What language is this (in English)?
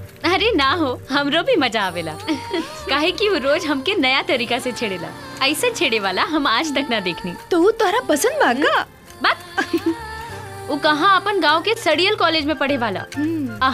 Bhojpuri